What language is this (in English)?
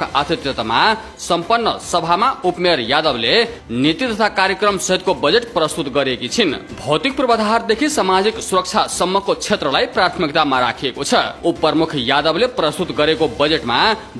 Nepali